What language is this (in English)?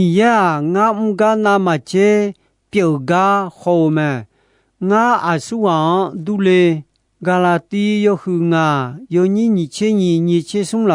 Akha